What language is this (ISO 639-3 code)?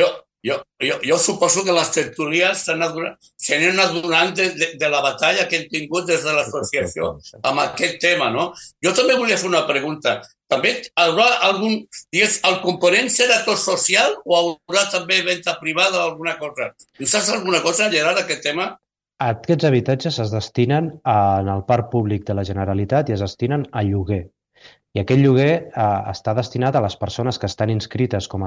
cat